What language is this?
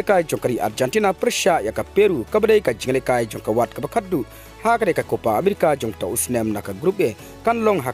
Khasi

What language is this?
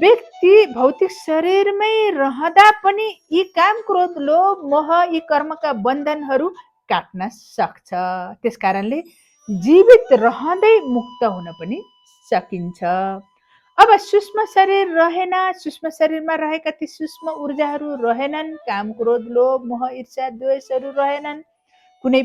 Nepali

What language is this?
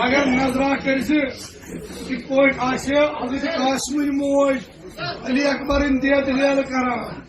Kashmiri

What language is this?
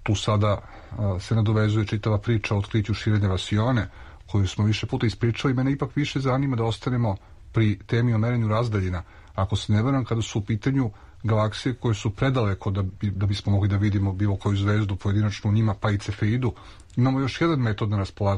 Serbian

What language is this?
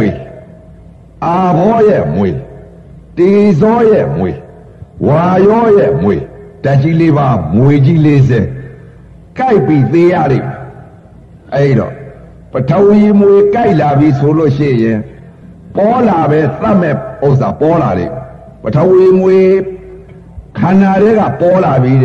Burmese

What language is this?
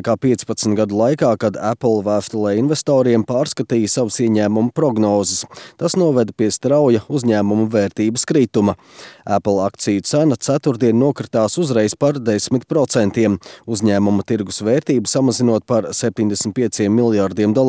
Latvian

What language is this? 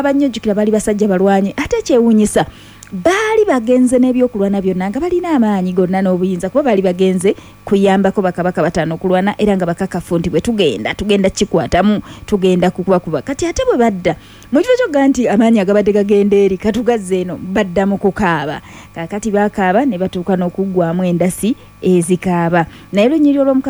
Ganda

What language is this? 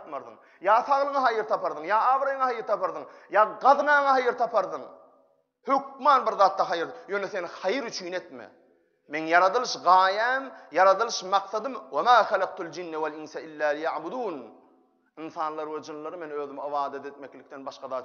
Turkmen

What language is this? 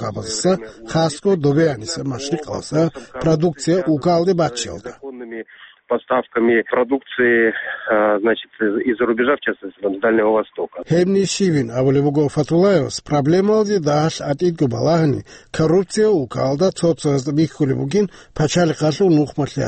Avaric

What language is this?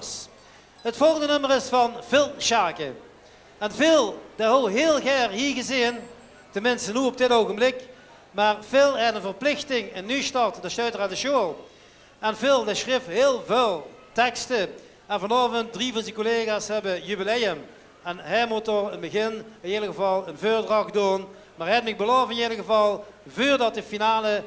Limburgish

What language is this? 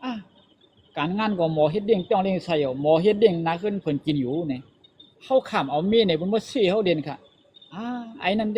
Shan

